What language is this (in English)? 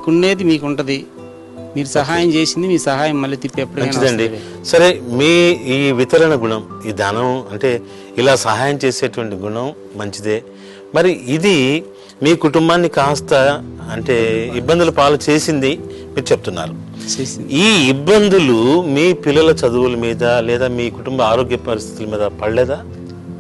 Telugu